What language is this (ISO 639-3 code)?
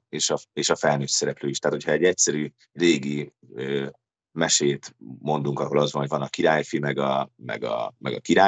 hun